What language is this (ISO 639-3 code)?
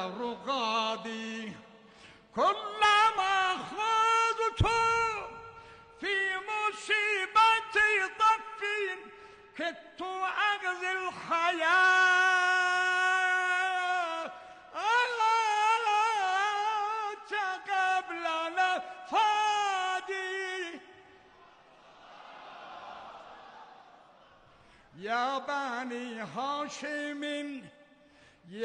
fas